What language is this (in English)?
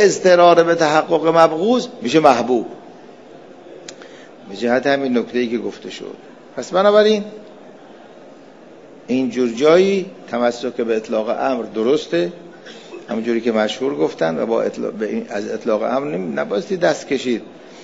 Persian